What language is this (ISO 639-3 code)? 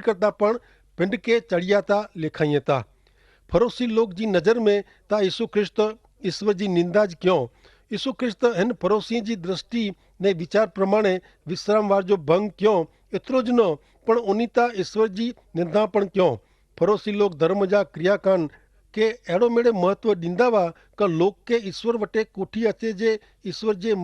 kfr